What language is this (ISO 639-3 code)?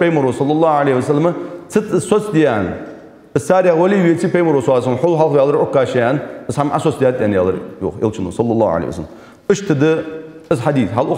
inh